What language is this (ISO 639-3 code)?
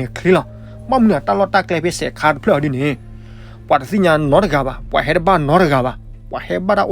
ksw